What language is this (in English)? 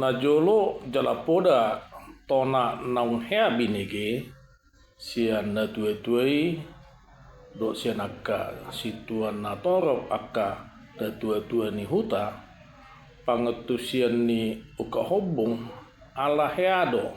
Batak Toba